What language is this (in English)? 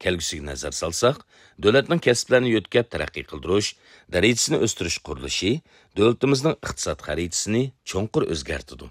Uyghur